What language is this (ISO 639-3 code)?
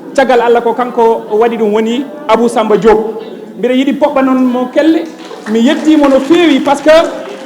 ful